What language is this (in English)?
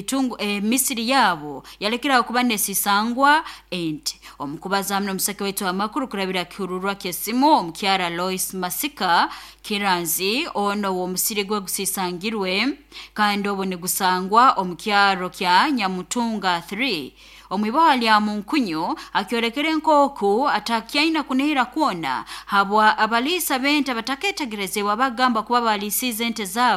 Nyoro